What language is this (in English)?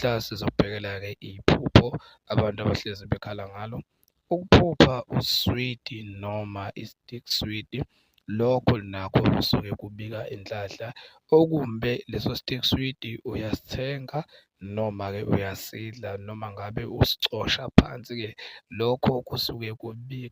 Zulu